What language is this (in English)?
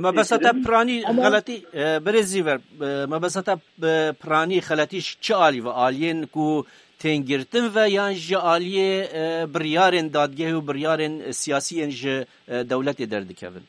Kurdish